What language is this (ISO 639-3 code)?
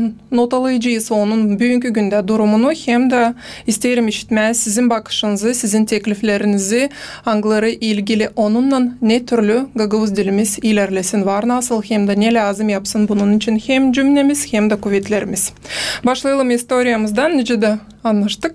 gag